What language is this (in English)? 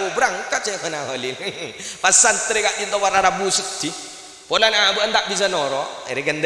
Madurese